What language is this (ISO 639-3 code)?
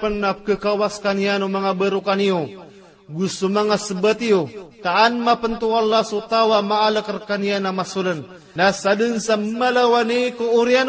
mrw